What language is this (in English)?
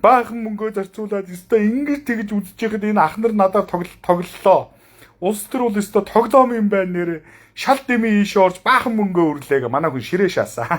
Mongolian